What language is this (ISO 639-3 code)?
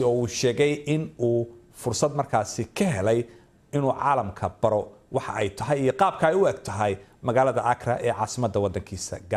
som